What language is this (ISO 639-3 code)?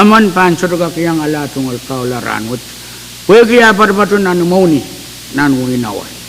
pon